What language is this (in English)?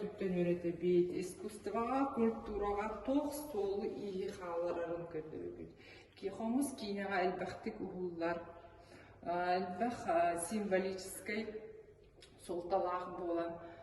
Yakut